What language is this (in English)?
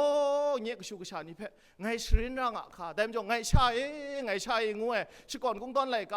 Kachin